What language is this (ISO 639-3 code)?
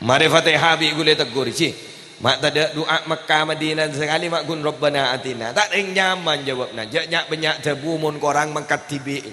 mad